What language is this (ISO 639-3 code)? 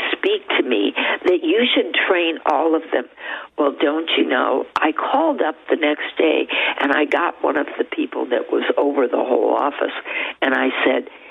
eng